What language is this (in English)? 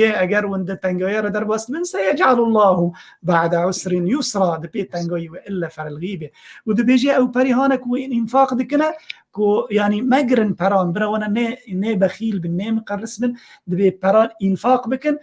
Kurdish